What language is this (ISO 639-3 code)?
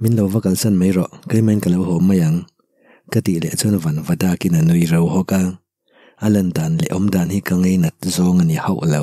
lus